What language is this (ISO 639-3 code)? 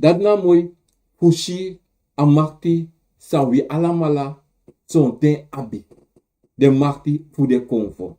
srn